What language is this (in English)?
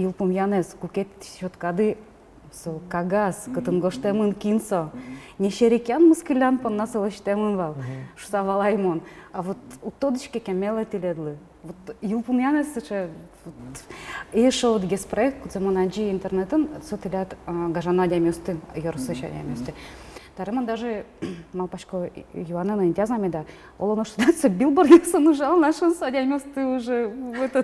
Udmurt